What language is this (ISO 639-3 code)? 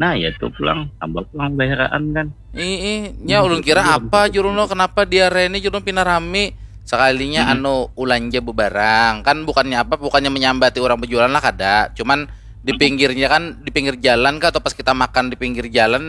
bjn